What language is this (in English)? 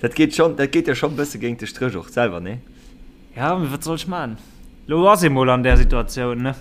Luxembourgish